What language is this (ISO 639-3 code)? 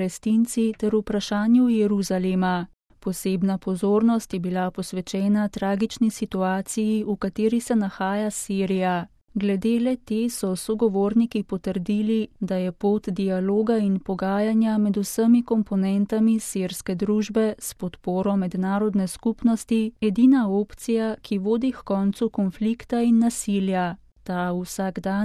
slv